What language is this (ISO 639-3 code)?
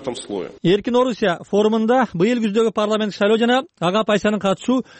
kir